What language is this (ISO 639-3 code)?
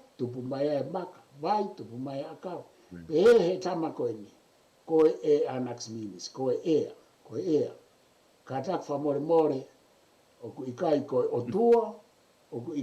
ton